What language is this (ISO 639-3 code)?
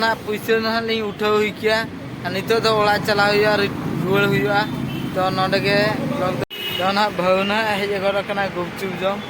sat